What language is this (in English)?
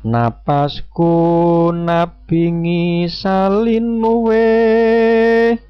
Javanese